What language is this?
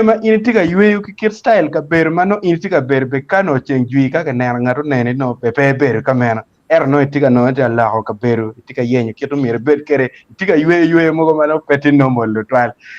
Acoli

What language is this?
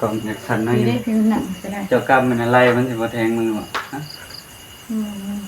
Northeastern Thai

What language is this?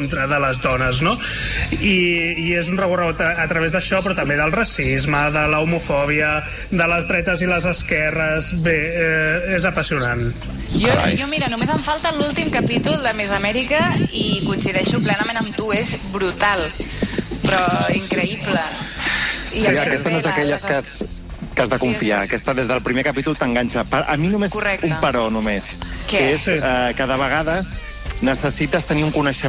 Catalan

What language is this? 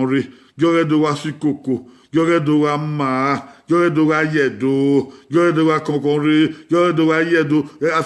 Bini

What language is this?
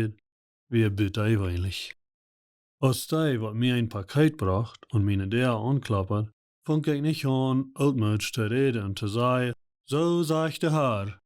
Plautdietsch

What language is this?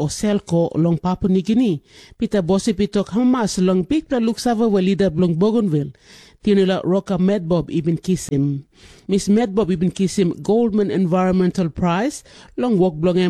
Tok Pisin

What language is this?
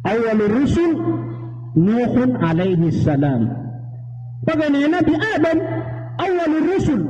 Maranao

